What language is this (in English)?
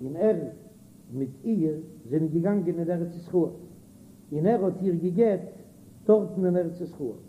Yiddish